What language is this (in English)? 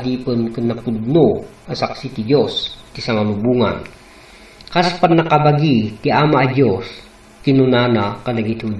Iloko